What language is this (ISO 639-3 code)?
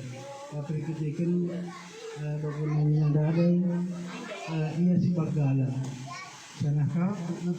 btx